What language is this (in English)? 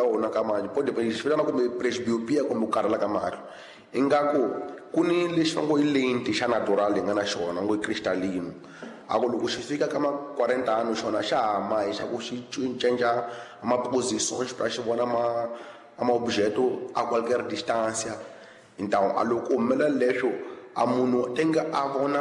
Tsonga